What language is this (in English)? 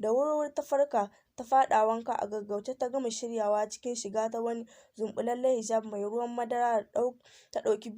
Hausa